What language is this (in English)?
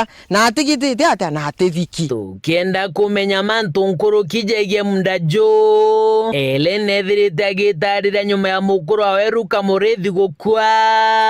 Meru